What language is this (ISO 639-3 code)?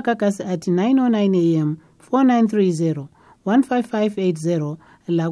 nde